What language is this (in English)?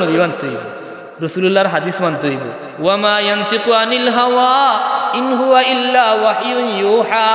Sylheti